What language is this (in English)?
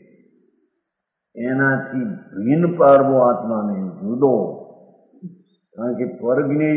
Gujarati